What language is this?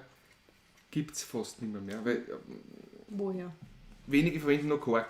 Bavarian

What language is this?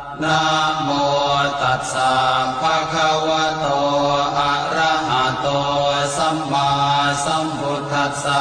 Pali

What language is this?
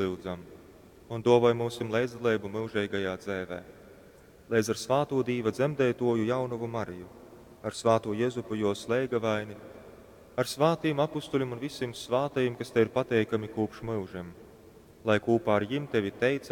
Latgalian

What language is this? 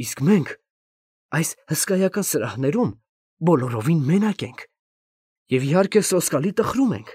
Armenian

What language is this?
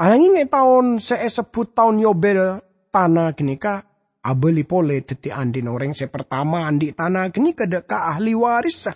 Madurese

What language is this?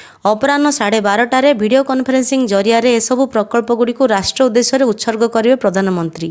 Odia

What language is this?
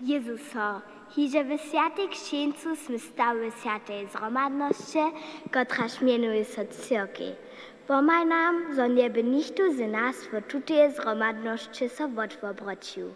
Upper Sorbian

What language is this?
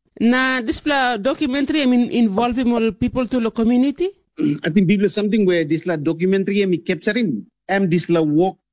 Tok Pisin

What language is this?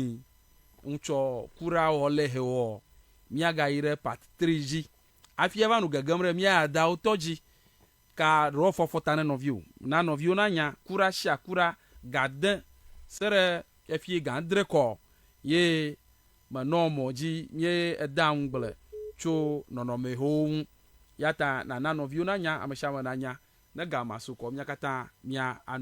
Ewe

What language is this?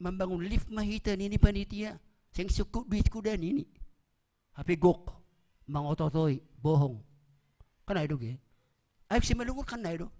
Batak Simalungun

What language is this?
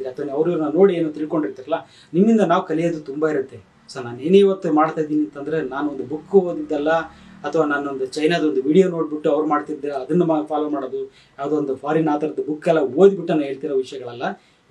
Kannada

